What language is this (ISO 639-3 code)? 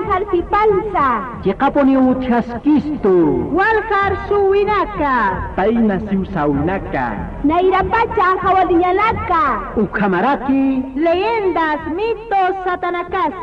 aym